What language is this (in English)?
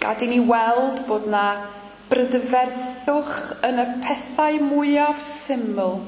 Welsh